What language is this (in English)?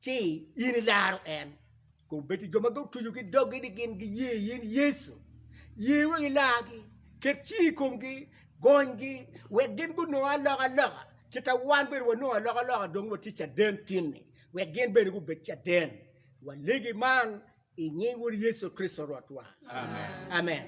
Acoli